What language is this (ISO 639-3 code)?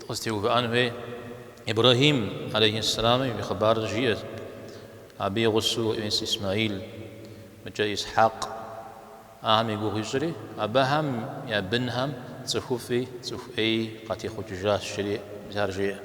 kbd